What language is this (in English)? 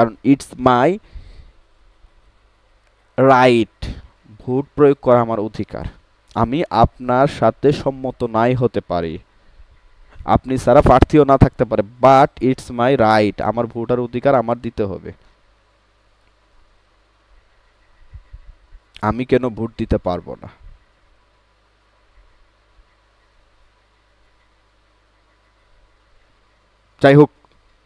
Bangla